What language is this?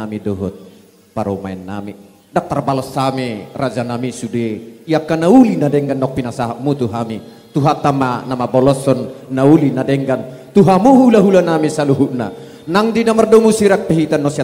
Batak Toba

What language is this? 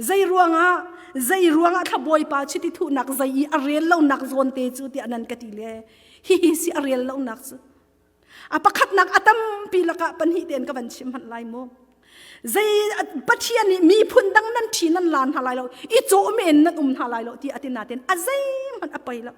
Hakha Chin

